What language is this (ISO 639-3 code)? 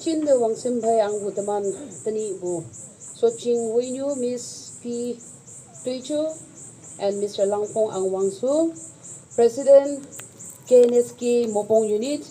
nag